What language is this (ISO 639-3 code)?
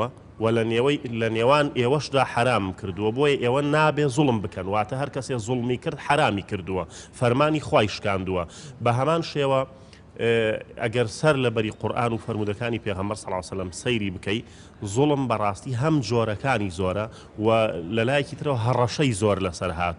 ckb